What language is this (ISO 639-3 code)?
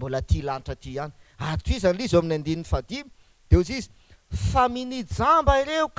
mlg